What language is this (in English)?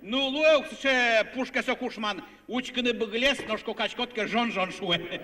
Udmurt